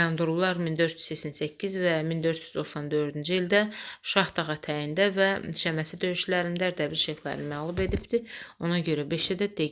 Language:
Azerbaijani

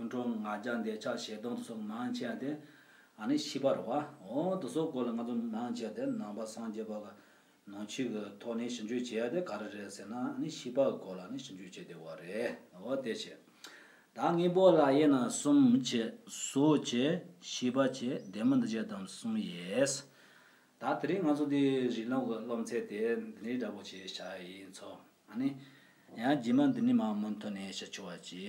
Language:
Tibetan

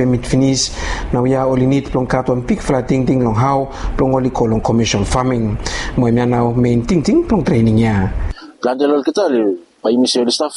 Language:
Bislama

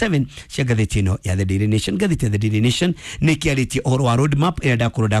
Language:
Kikuyu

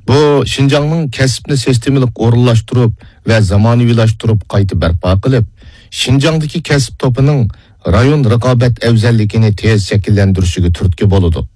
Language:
Uyghur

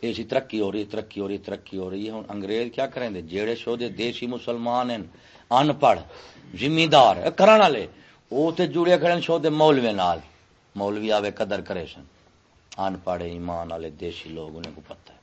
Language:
Saraiki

